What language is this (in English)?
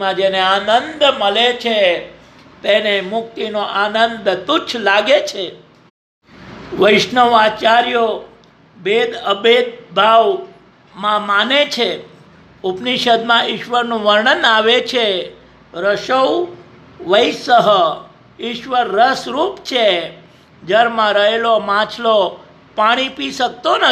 Gujarati